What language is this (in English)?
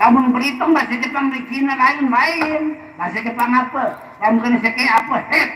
Sasak